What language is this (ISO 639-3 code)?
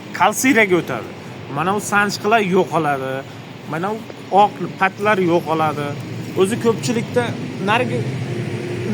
uzb